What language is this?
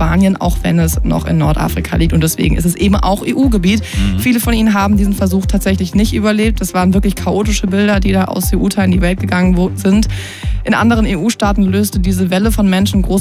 German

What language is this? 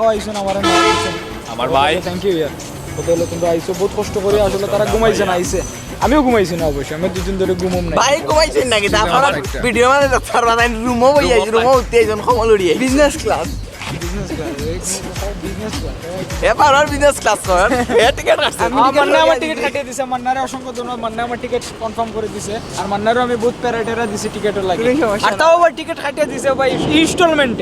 Sylheti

